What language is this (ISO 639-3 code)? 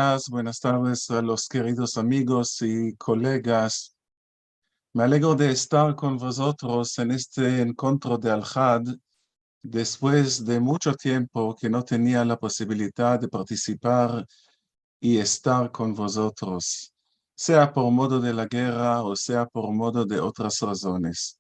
lad